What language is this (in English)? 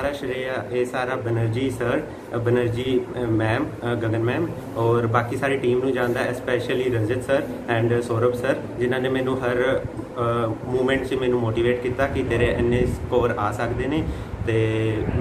Punjabi